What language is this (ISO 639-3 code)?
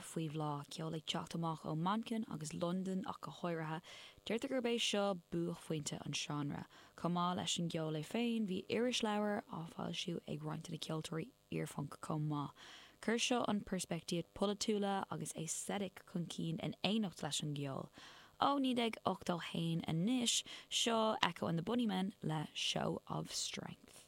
gle